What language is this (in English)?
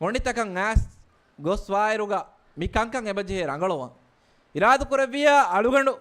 Divehi